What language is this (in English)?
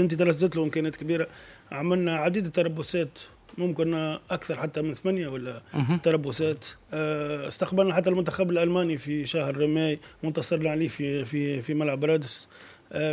Tunisian Arabic